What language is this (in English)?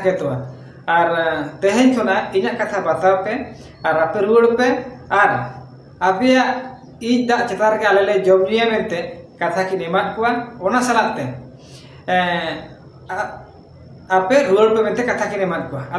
Santali